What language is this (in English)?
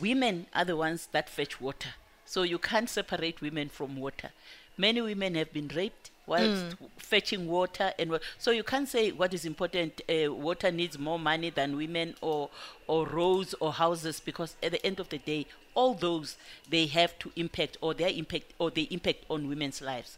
English